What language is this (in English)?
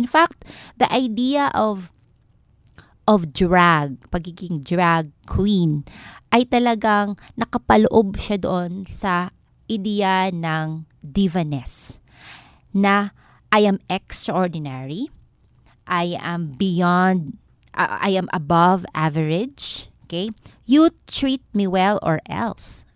Filipino